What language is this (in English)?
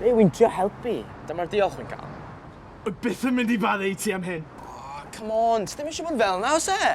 Welsh